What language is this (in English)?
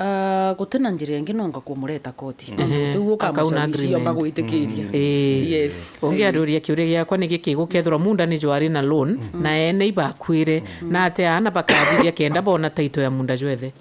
Meru